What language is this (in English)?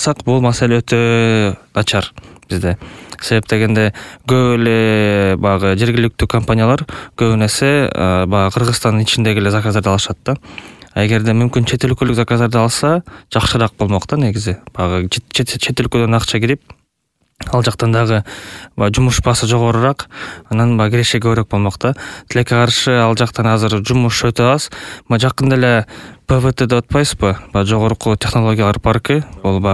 Kyrgyz